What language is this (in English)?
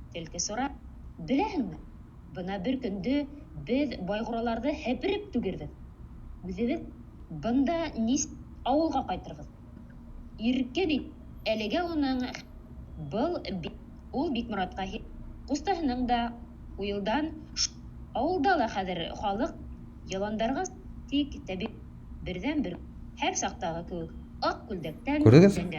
Bashkir